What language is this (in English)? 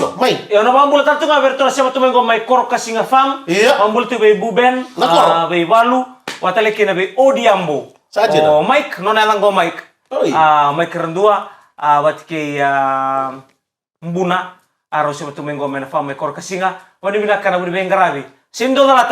Fijian